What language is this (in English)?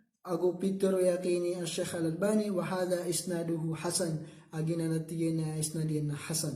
Maranao